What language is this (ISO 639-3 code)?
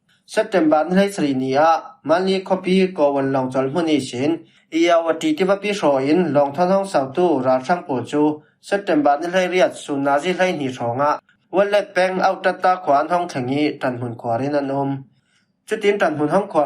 cfm